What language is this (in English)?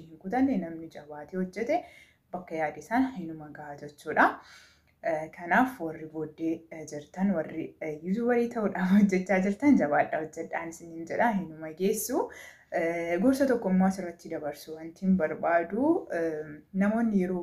Oromo